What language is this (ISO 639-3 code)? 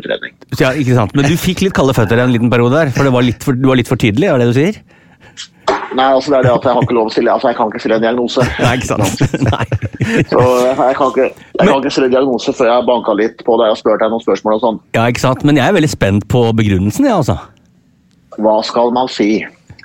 nor